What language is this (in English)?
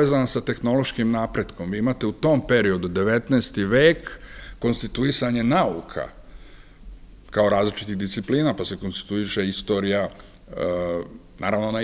Serbian